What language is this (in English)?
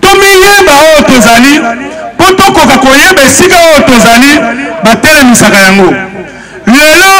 Lingala